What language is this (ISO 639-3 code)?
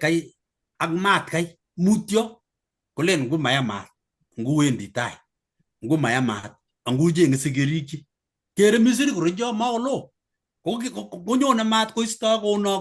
kln